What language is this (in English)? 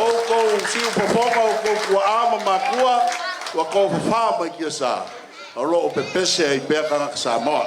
Samoan